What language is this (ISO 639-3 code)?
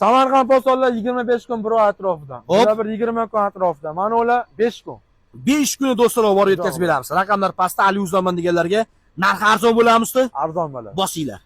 uzb